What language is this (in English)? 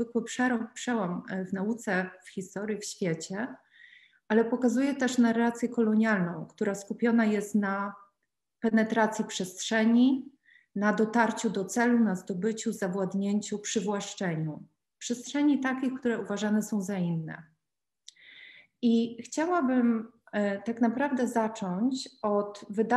Polish